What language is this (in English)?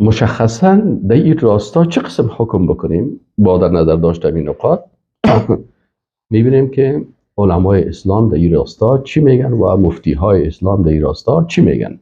Persian